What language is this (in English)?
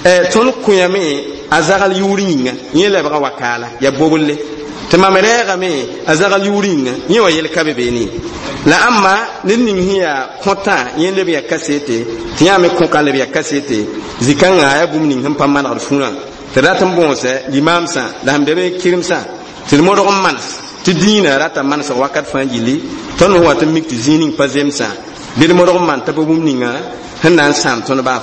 Mossi